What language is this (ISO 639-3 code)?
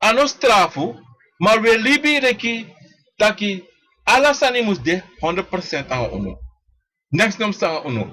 srn